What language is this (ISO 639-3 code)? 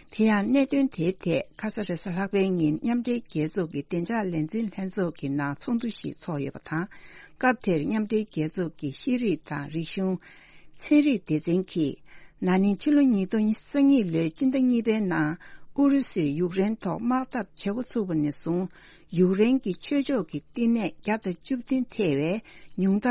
bod